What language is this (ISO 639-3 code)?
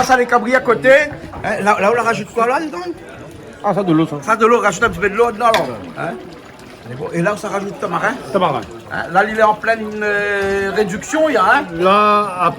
rcf